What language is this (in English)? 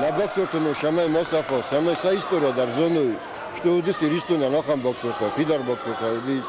Ossetic